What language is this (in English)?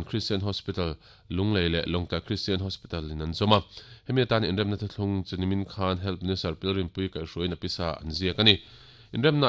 Mizo